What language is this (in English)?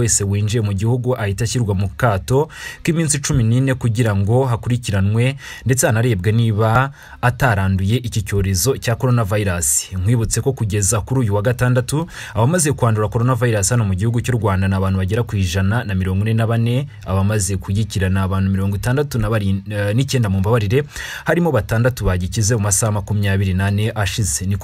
Kinyarwanda